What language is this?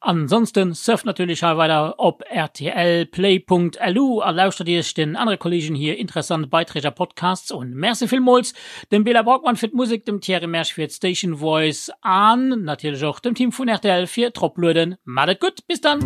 Luxembourgish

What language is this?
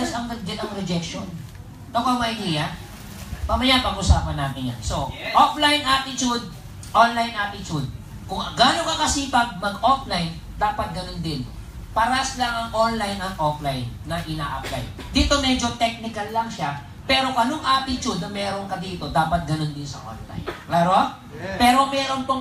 Filipino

